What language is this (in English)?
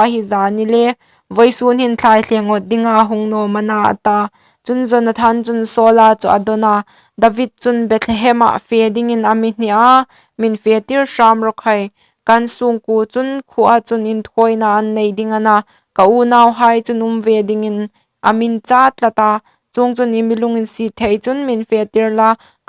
Hmar